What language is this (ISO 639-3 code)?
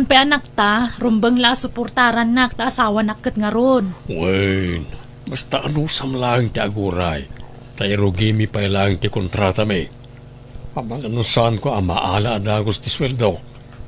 ilo